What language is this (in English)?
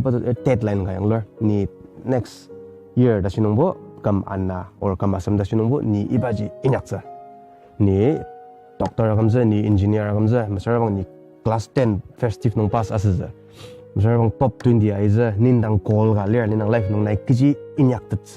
Ao Naga